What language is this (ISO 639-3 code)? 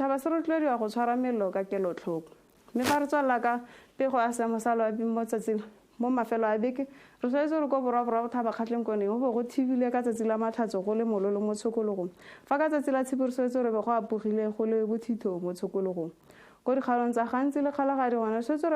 tsn